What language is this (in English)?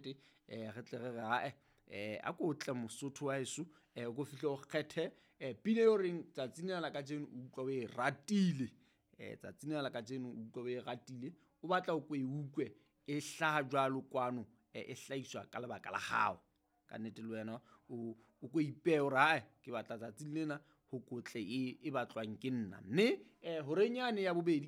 Southern Sotho